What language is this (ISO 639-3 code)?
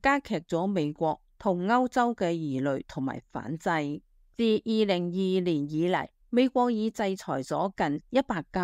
yue